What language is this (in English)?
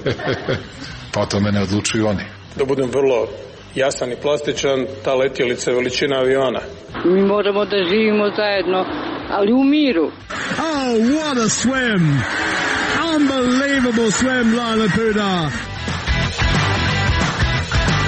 Serbian